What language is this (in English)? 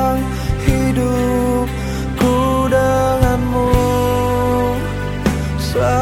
Indonesian